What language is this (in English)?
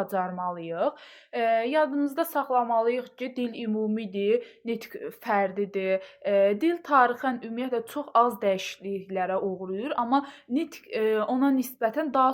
Azerbaijani